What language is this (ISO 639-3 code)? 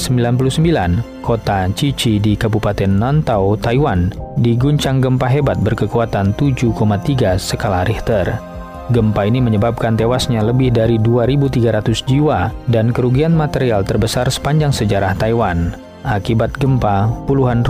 ind